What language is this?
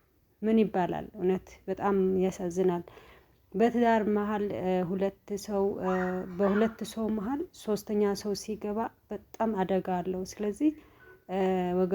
Amharic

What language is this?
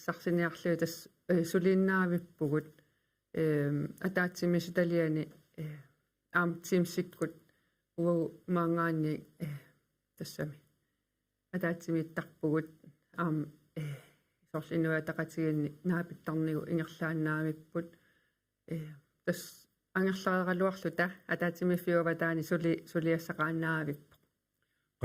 Kalaallisut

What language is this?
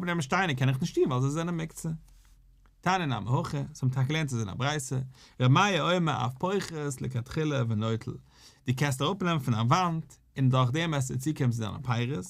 Yiddish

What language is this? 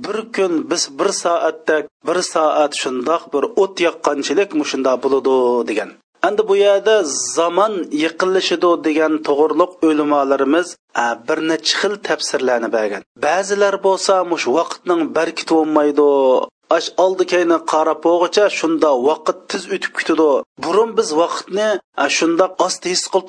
Uyghur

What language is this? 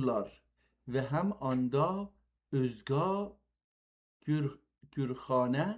South Azerbaijani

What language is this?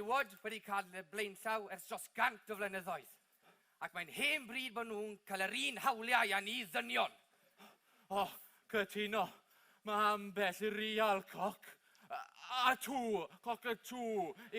Welsh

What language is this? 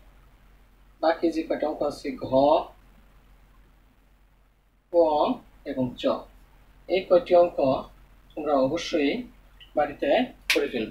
Bangla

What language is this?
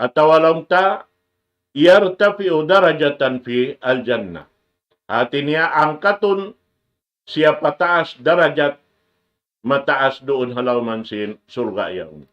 Tausug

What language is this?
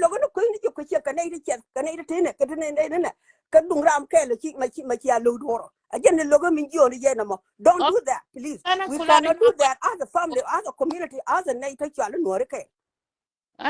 Nuer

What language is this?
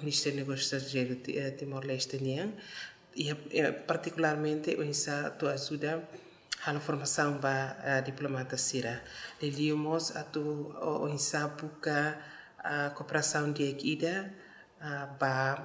Tetum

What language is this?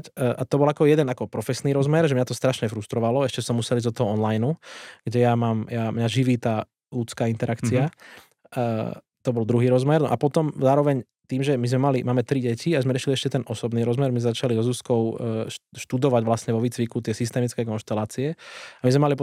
Slovak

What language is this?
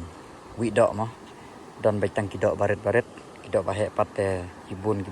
Khasi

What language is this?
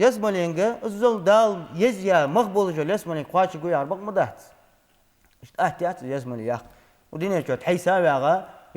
Ingush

